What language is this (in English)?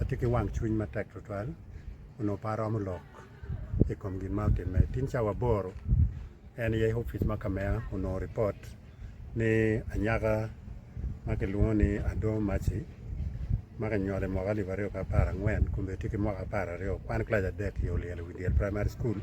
Acoli